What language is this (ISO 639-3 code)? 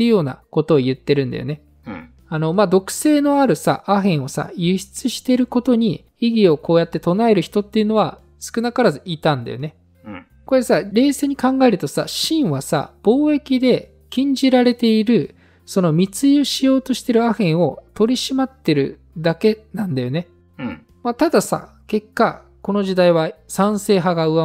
jpn